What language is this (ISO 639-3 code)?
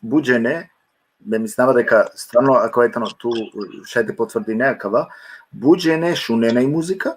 rmn